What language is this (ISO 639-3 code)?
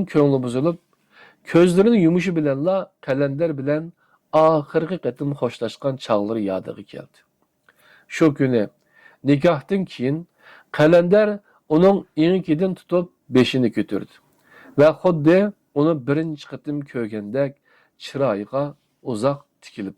uig